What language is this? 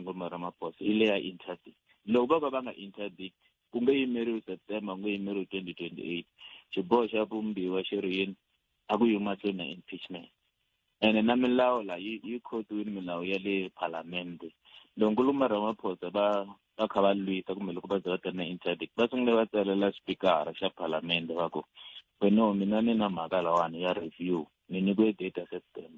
Tsonga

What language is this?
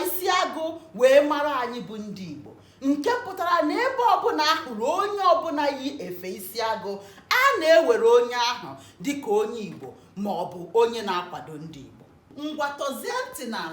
Igbo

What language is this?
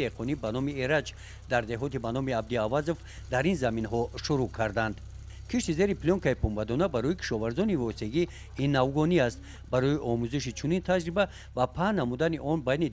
Tajik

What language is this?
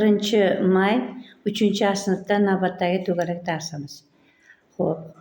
Uzbek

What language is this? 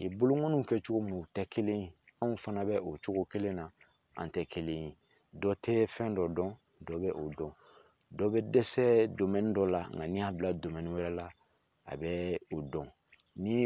Bambara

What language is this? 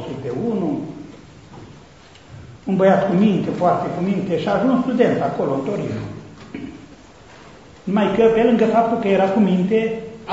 Romanian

